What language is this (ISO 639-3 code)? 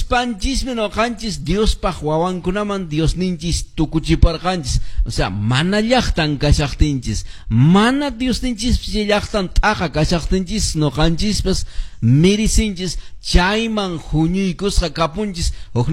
que